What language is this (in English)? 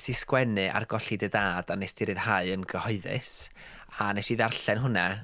Welsh